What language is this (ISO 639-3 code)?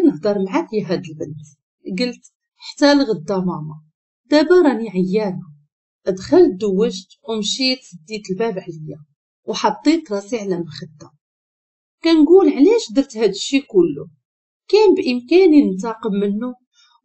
ary